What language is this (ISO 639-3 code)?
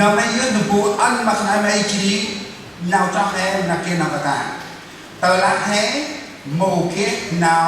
cmo